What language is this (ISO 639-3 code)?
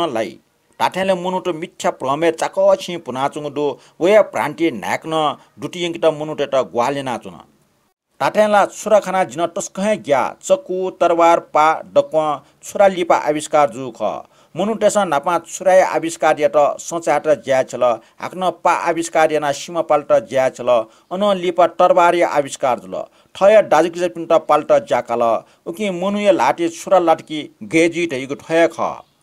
new